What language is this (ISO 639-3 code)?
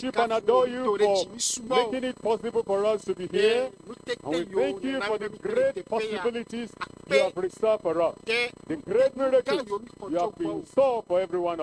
ewe